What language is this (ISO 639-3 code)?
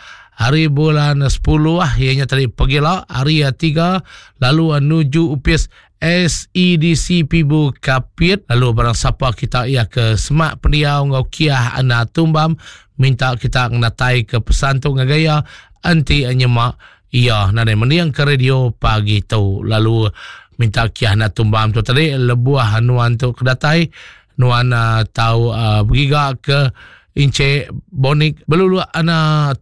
iba